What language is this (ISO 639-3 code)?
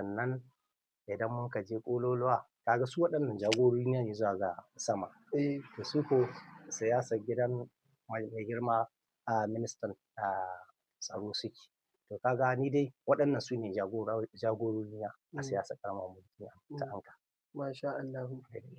hau